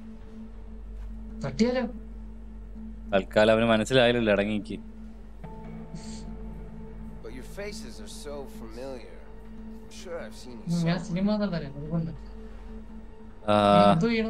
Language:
Malayalam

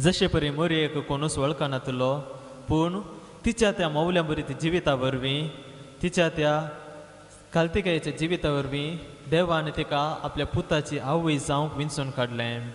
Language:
Konkani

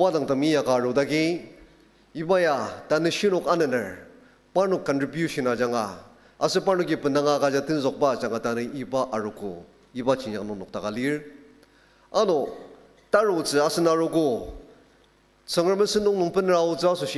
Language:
Ao Naga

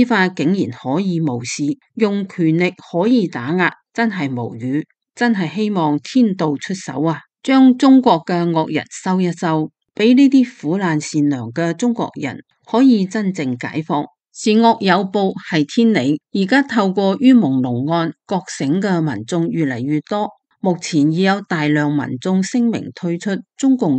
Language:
Cantonese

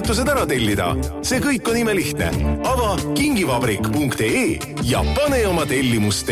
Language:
Estonian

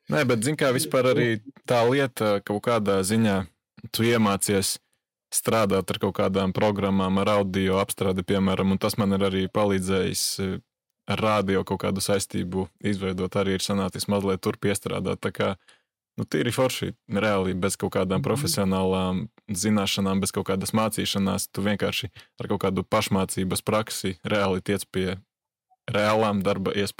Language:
Latvian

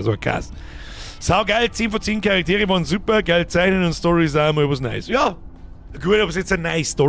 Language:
Bavarian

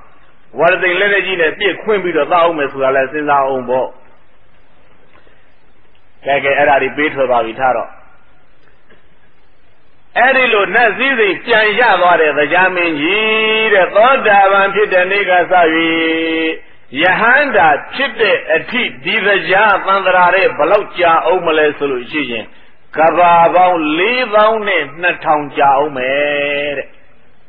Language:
Burmese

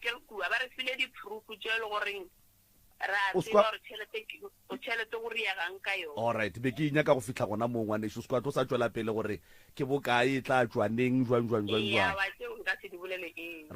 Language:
Northern Sotho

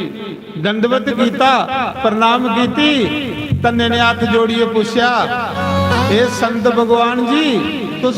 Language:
Dogri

